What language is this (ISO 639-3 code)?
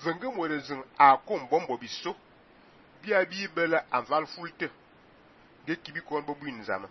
fan